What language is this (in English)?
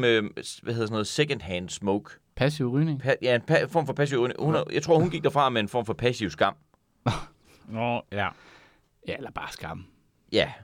Danish